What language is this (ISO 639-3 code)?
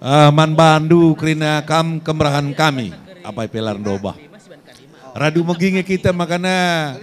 btx